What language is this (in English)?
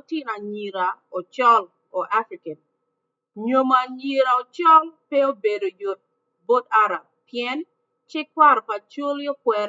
Acoli